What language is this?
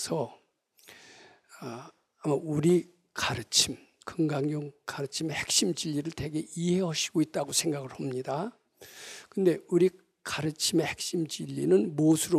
Korean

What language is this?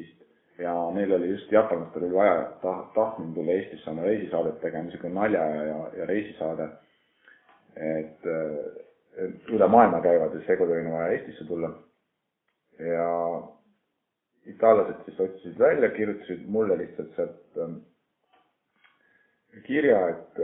Estonian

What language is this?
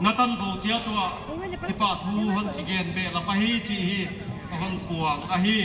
Paite Chin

